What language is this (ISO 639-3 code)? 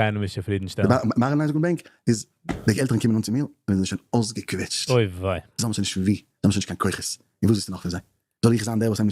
yid